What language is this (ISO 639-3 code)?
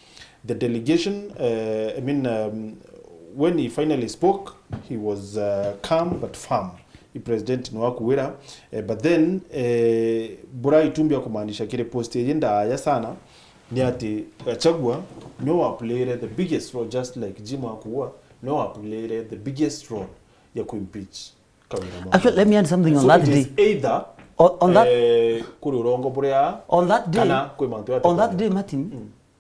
mer